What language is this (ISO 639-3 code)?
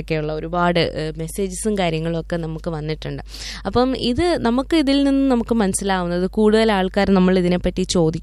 mal